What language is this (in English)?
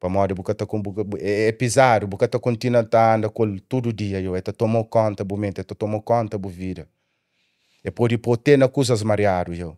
Kabuverdianu